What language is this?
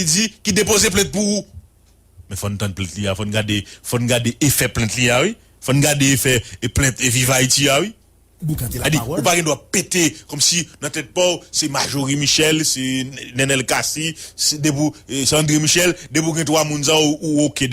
Haitian Creole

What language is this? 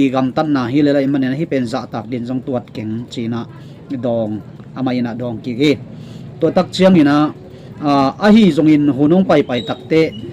Tedim Chin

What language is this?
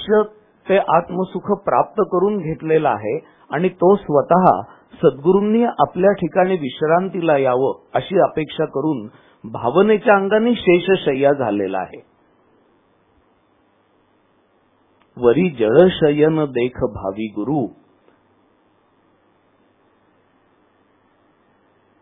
Marathi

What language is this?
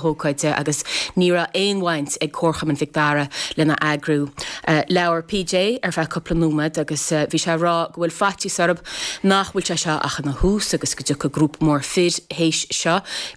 Irish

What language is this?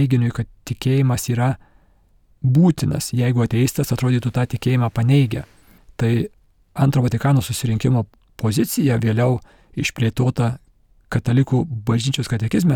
Lithuanian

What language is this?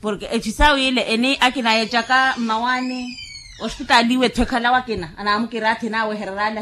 Makhuwa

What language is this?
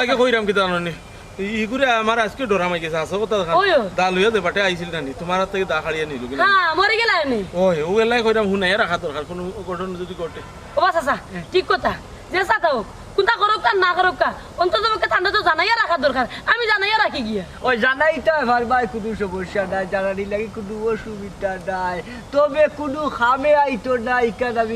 Sylheti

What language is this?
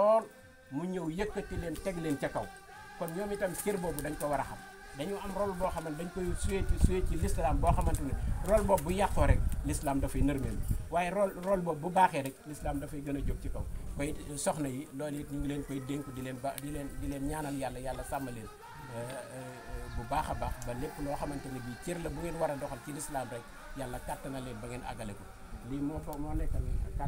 Wolof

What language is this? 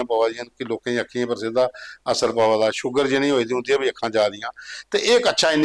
Dogri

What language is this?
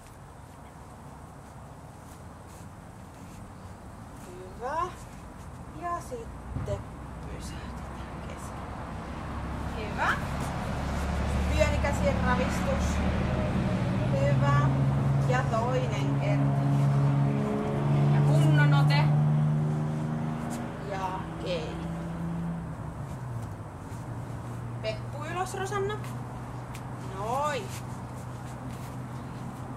Finnish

